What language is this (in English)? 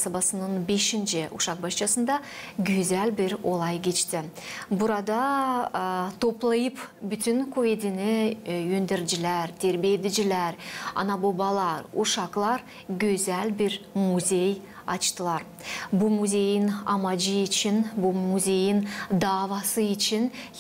Gagauz